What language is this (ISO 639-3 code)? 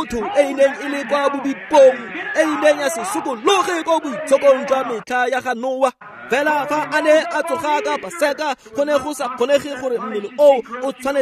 tsn